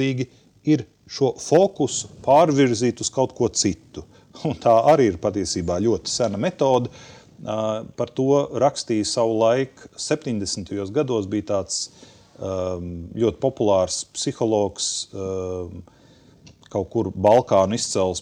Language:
Latvian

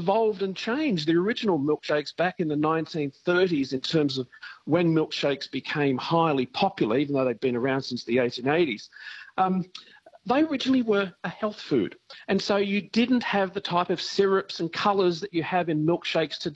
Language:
English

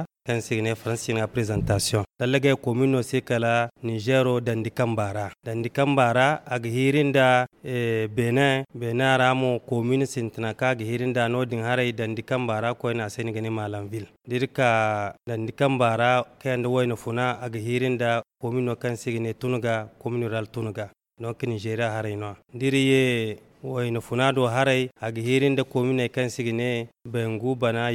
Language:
Zarma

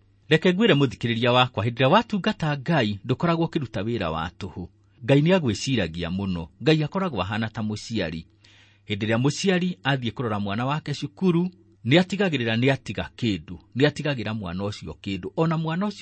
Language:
Kikuyu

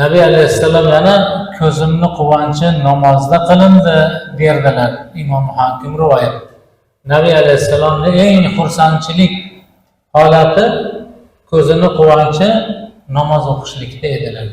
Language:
Uzbek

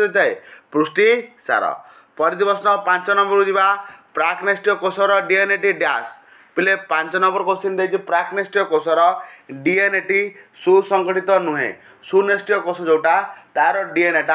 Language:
Odia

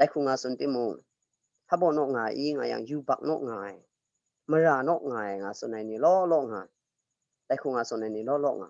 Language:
Kachin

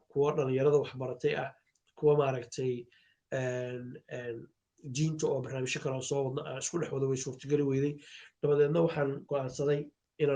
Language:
Somali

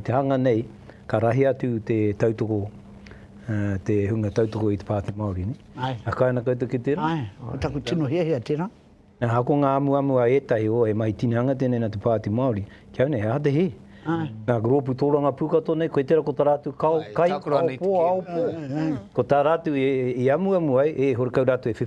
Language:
Māori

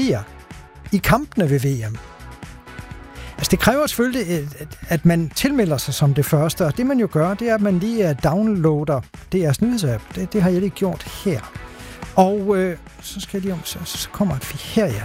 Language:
Danish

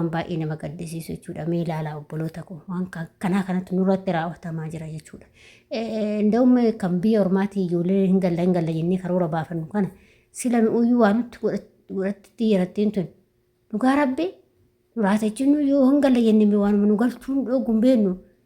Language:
Oromo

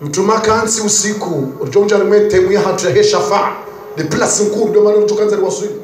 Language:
Ngazidja Comorian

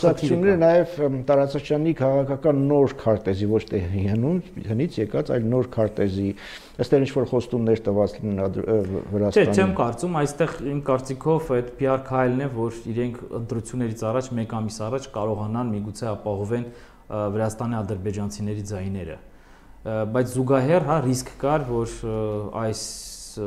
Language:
Armenian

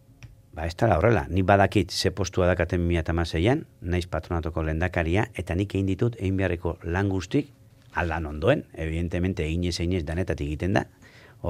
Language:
Basque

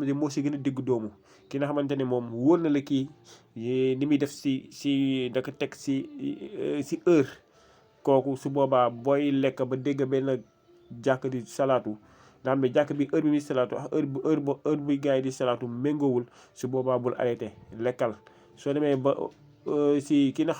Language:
Wolof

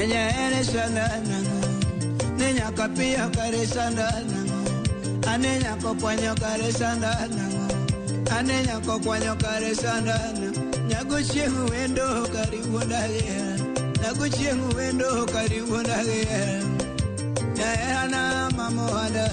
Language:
Luo (Kenya and Tanzania)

